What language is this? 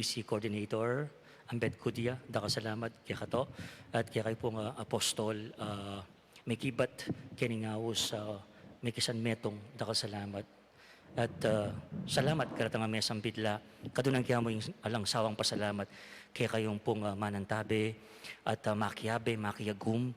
Pampanga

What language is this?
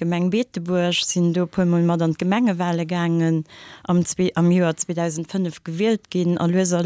Luxembourgish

